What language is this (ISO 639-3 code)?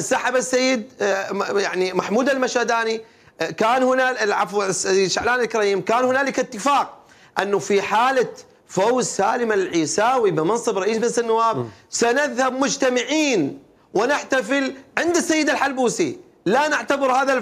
acm